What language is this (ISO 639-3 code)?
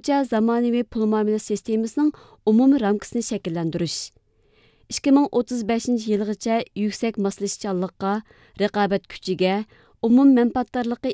uig